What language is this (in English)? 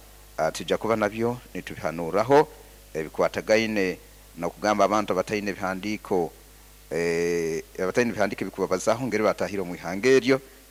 Nyoro